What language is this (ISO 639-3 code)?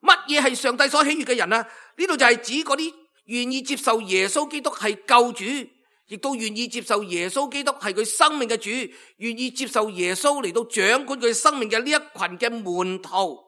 yue